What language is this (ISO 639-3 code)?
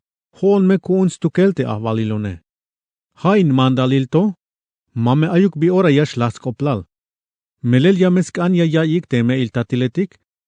tzh